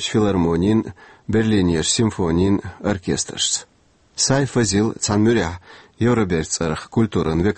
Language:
Chechen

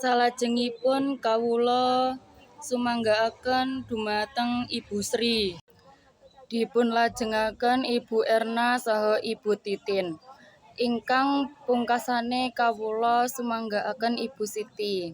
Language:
Javanese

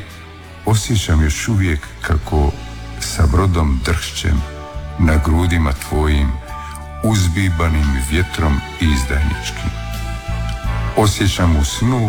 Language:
Croatian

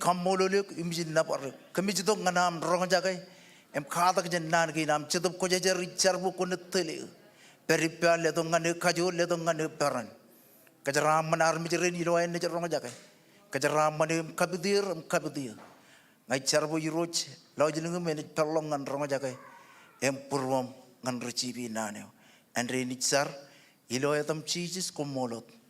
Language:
Marshallese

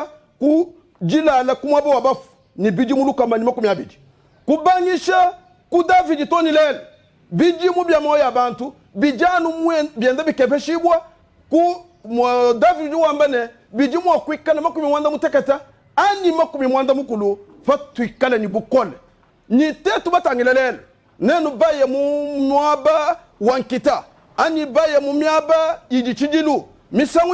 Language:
Luba-Lulua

